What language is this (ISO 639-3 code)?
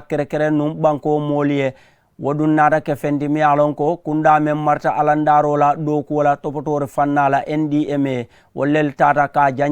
man